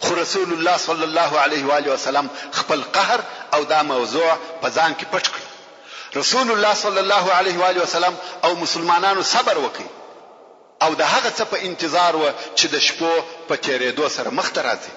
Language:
Pashto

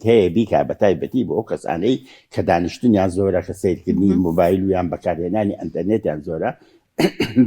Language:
Central Kurdish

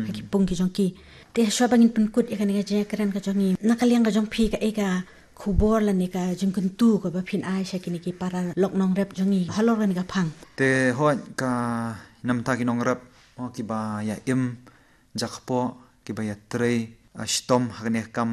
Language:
Khasi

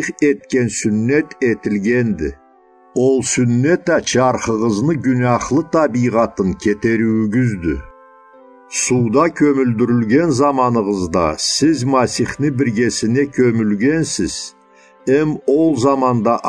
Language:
Karachay-Balkar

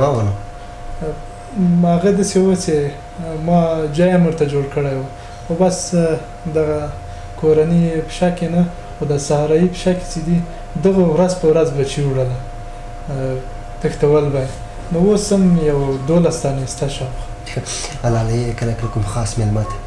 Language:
Pashto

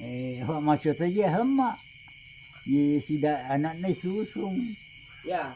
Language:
Buginese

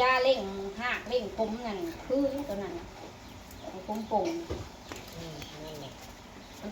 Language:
Northeastern Thai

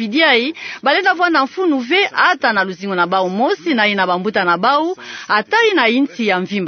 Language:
Kituba (Democratic Republic of Congo)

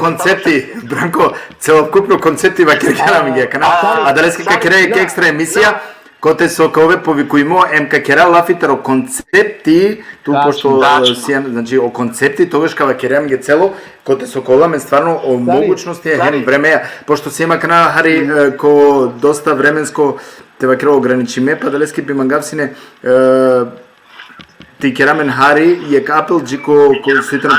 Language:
Balkan Romani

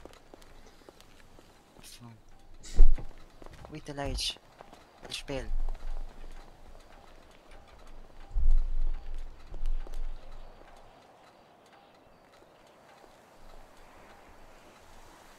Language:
Romanian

